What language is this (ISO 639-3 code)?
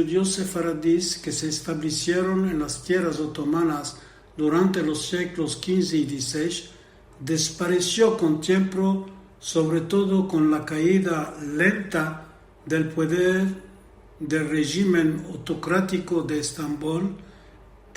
lad